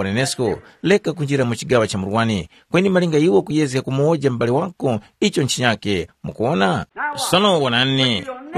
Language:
Tumbuka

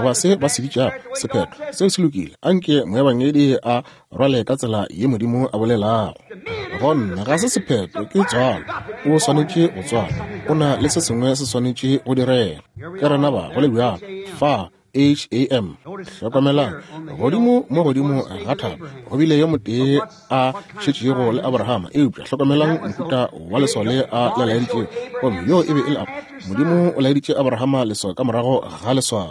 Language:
Northern Sotho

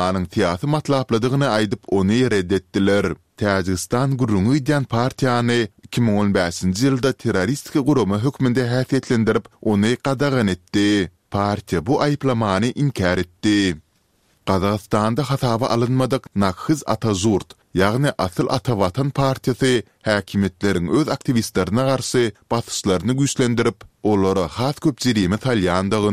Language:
Turkmen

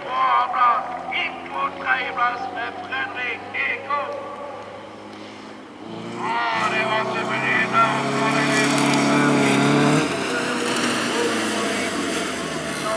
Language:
Norwegian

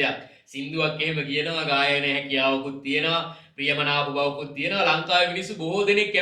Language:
Sinhala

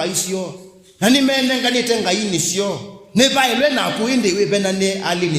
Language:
Kamba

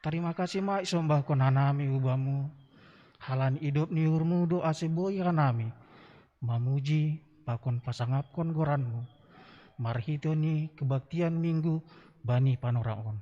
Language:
Batak Simalungun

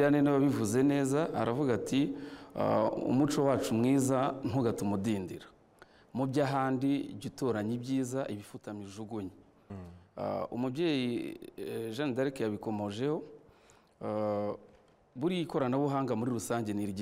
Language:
Kinyarwanda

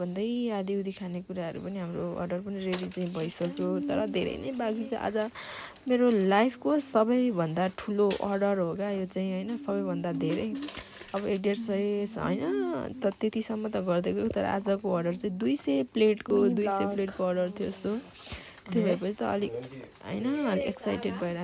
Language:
Nepali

